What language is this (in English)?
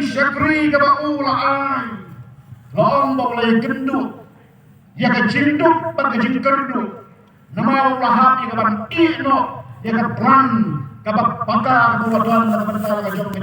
Khasi